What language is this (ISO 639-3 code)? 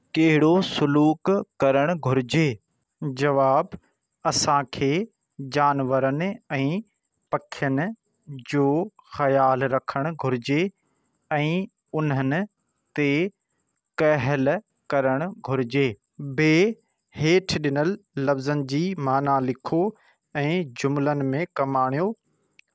snd